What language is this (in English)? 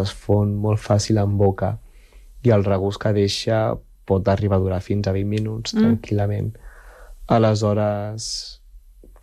Catalan